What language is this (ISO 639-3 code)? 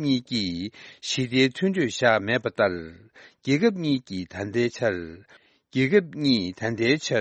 bod